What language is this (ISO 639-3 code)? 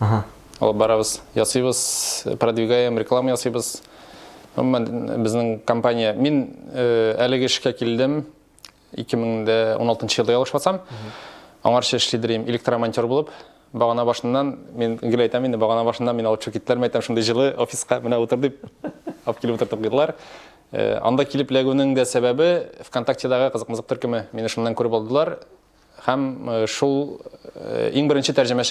tat